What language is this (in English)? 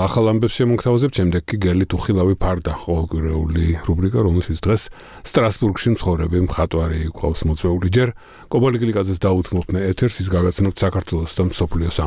Georgian